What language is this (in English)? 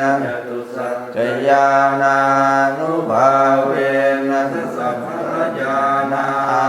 Pali